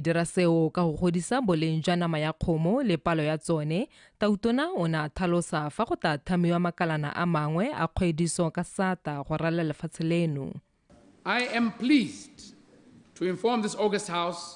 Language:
Tswana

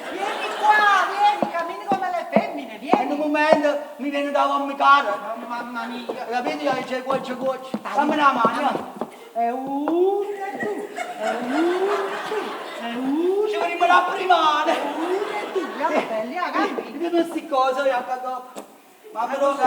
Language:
Neapolitan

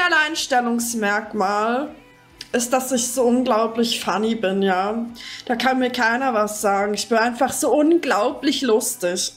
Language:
Swiss German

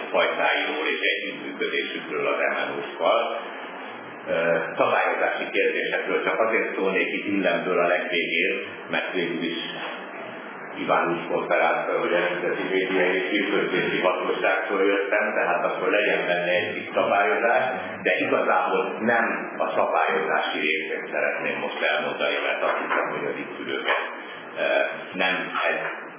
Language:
Hungarian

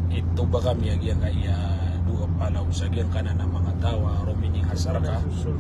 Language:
Maranao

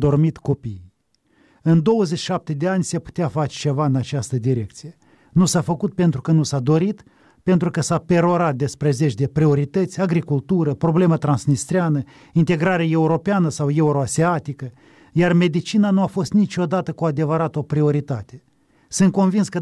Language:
Romanian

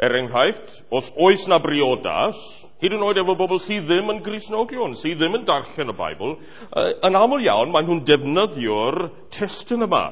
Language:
Welsh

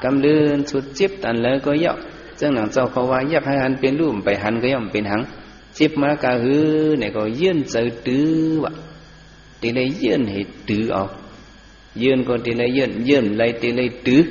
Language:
Shan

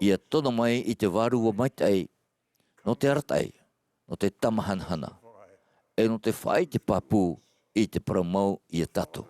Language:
Tahitian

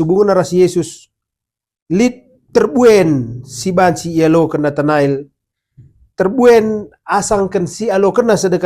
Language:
Batak Karo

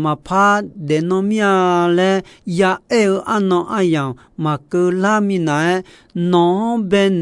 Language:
Akha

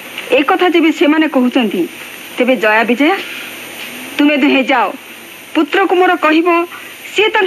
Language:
Odia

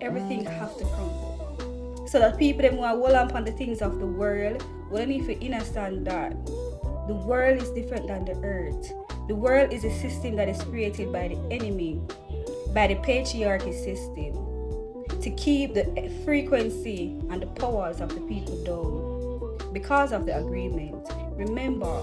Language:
Jamaican Creole English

